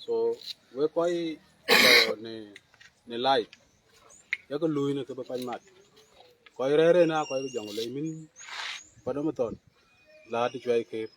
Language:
Dinka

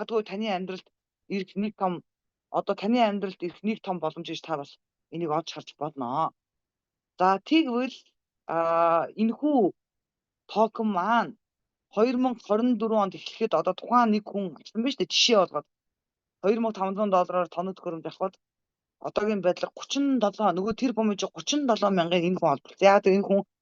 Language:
Mongolian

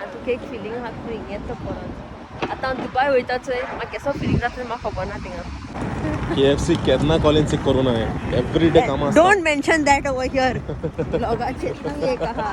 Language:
Konkani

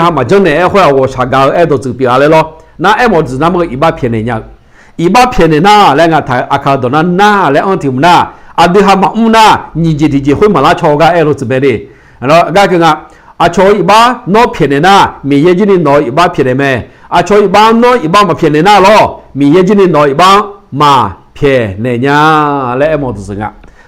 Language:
Akha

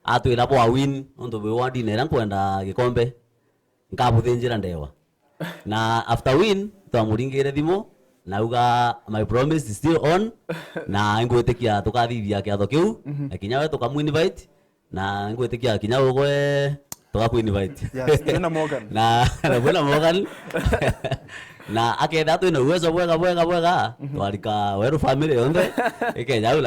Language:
Meru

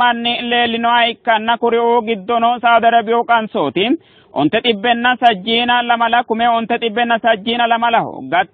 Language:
Sidamo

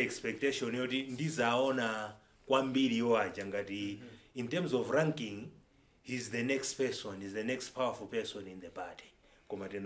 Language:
Nyanja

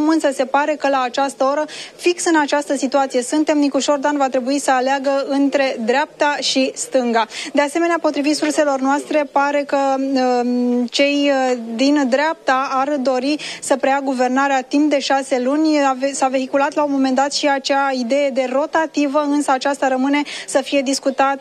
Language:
Romanian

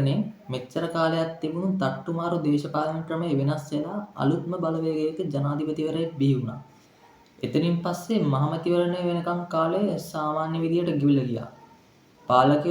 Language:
Sinhala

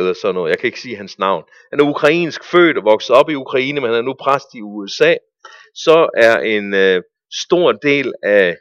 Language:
Danish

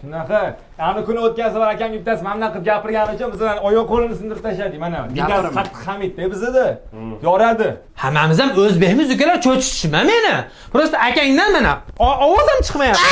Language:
Uzbek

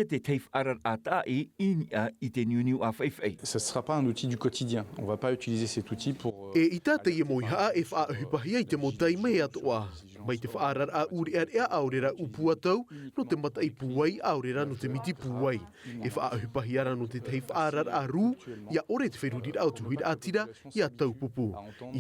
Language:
Tahitian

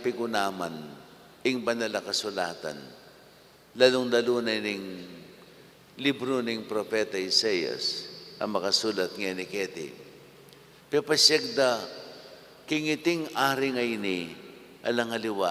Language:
Pampanga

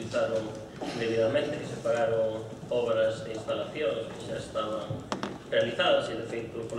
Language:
Galician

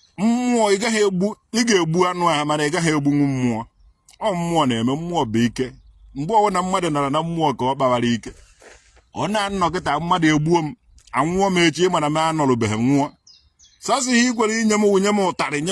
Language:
Igbo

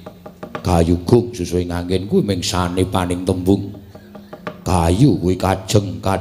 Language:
Javanese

